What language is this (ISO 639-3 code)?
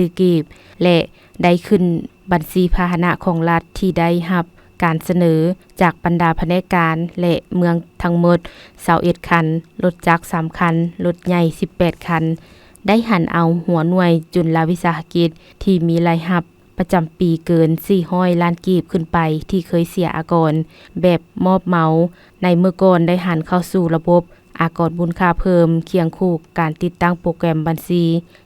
lao